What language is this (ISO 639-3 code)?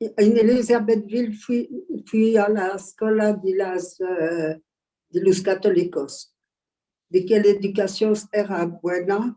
lad